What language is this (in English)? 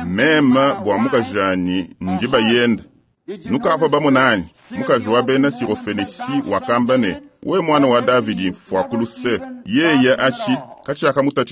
Luba-Lulua